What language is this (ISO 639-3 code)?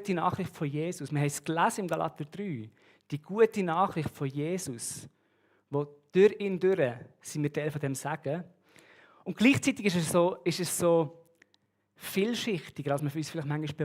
gsw